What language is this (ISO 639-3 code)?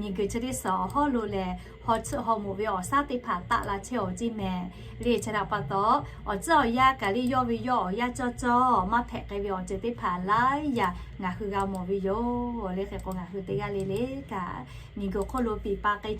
lhu